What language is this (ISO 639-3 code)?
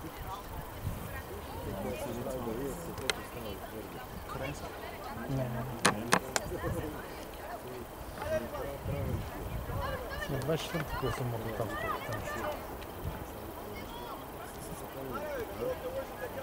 bul